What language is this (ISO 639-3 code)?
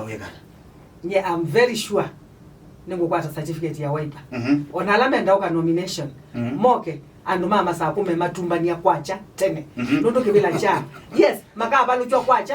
kam